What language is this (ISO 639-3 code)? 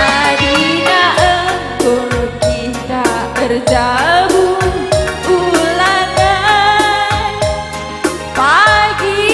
btx